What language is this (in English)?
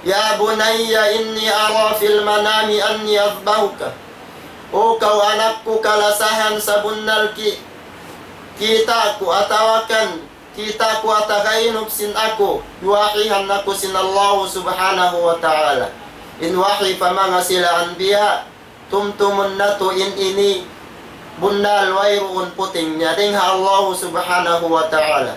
Tausug